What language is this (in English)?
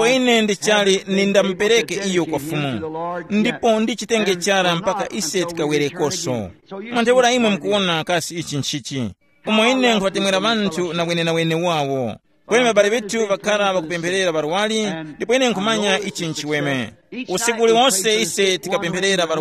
Tumbuka